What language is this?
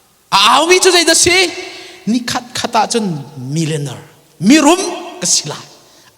Hakha Chin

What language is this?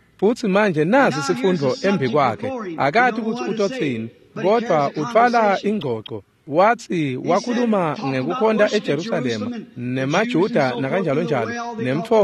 Swati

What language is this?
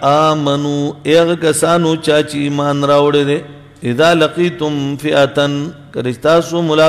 Pashto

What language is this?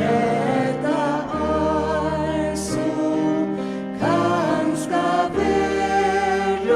Faroese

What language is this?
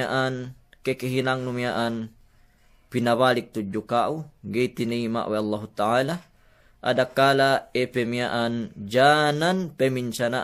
Yakan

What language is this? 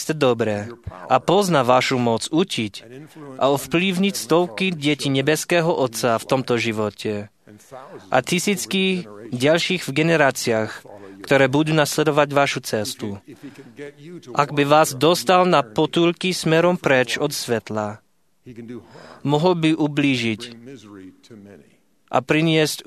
Slovak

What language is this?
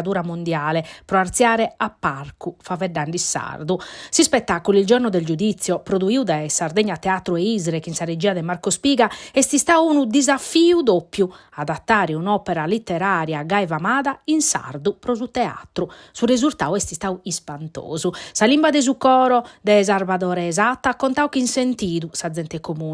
Sardinian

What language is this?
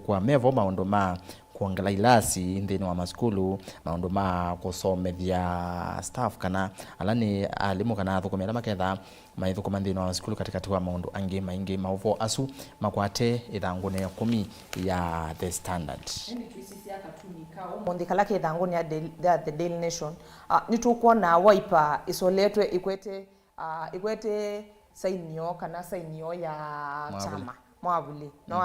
Kamba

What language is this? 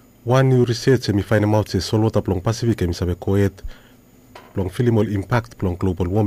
Bislama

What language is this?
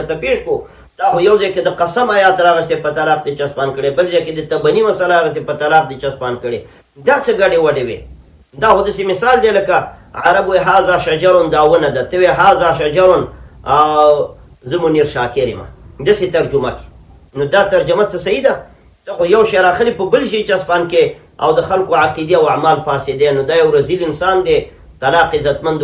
Pashto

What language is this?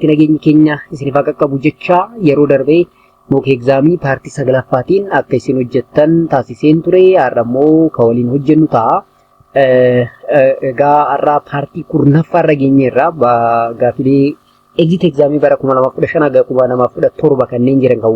Oromo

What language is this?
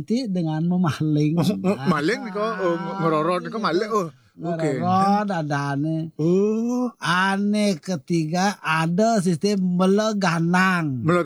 Balinese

